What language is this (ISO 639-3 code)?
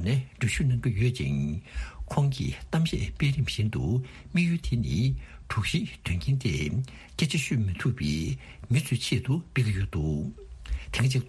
bod